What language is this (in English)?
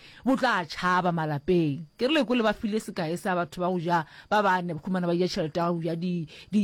Northern Sotho